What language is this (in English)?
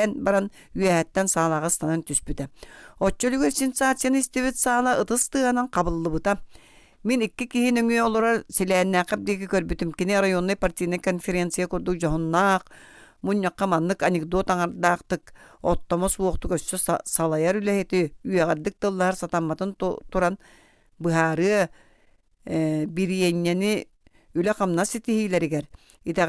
Yakut